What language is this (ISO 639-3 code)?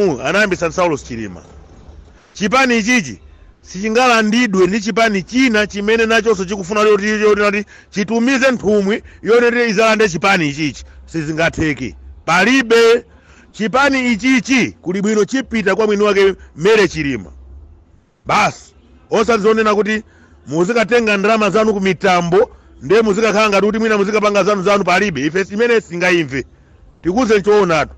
nya